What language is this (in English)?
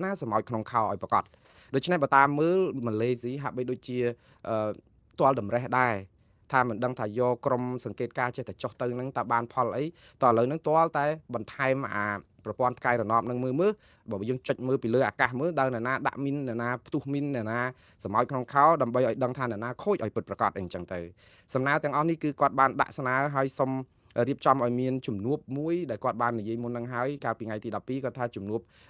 Khmer